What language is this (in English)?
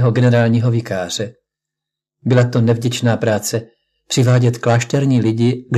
Czech